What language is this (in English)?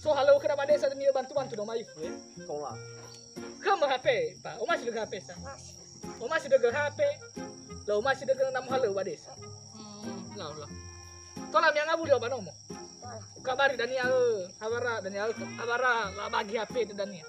Nias